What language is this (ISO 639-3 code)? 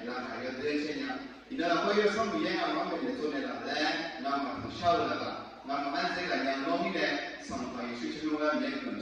ahk